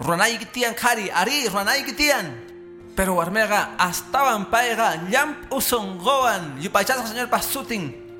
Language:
Quechua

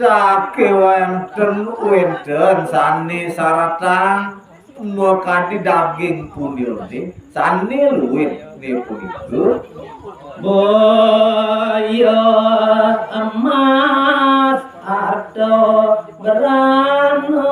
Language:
Balinese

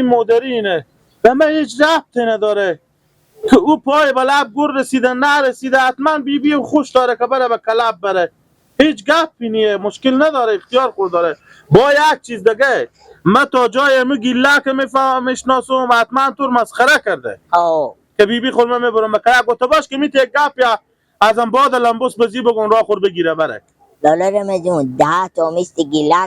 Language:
Persian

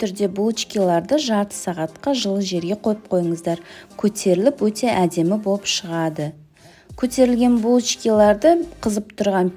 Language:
Kazakh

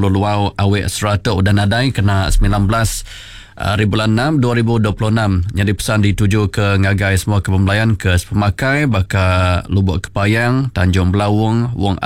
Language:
Iban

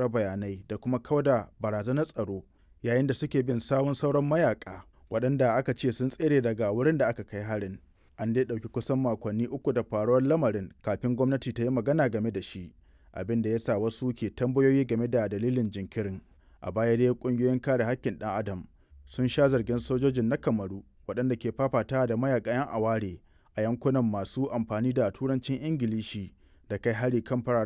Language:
Hausa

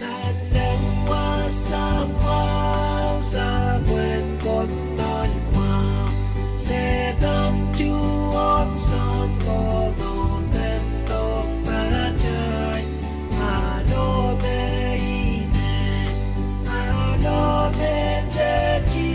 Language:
Pohnpeian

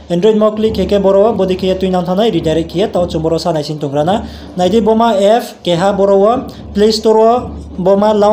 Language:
Riang (India)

